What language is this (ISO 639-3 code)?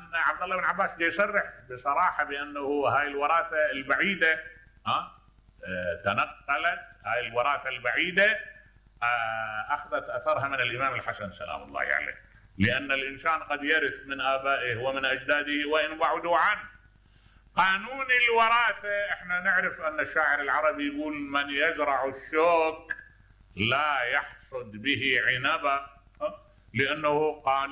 acm